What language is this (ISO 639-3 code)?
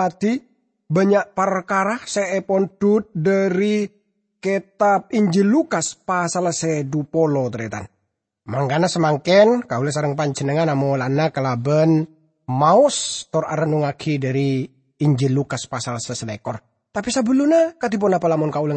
mad